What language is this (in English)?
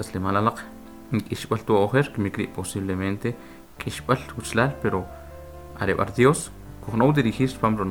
Kʼicheʼ